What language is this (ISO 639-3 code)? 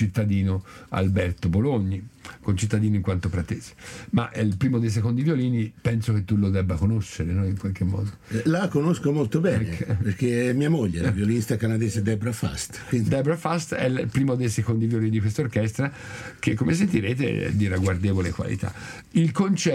ita